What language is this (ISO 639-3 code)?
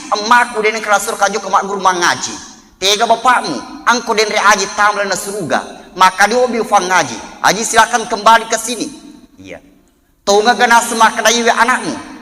bug